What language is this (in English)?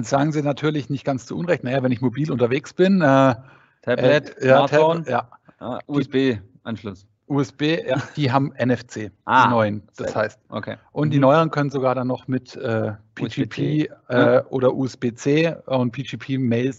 German